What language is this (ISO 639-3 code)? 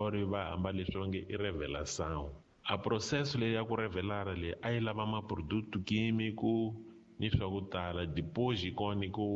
tso